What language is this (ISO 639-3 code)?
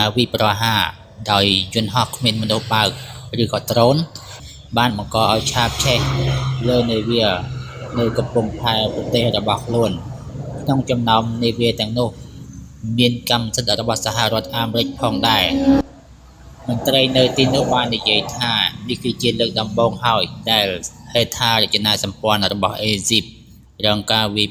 khm